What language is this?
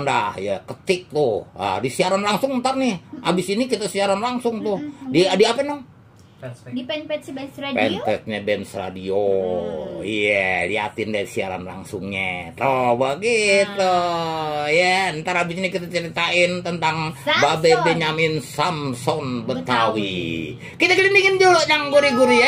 Betawi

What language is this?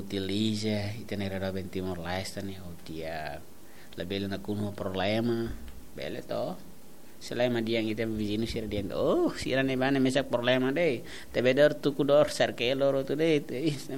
Tetum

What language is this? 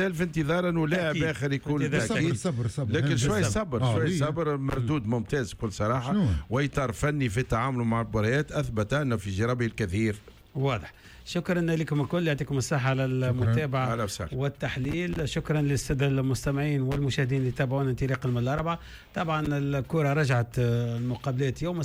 Tunisian Arabic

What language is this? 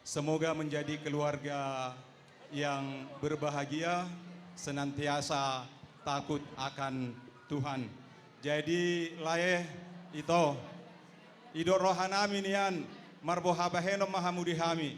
Batak Toba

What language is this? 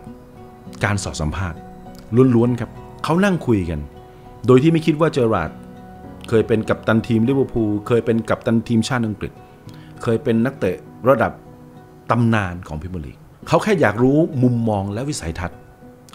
Thai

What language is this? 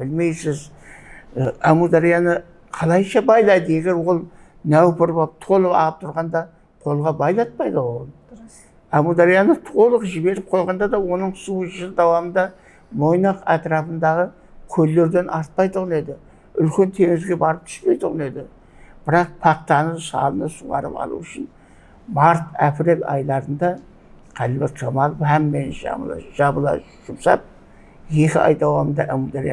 Kara-Kalpak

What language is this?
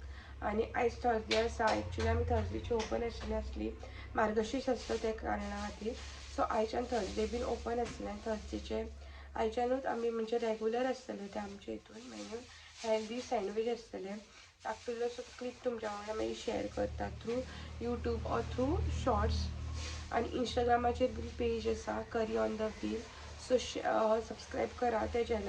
Konkani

